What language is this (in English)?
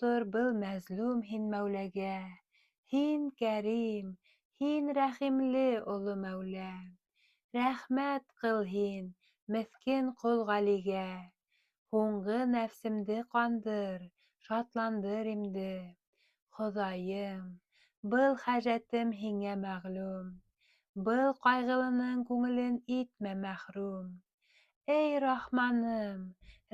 Bashkir